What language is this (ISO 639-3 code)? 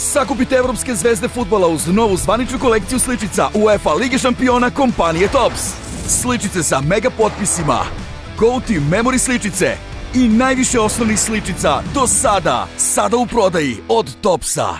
srp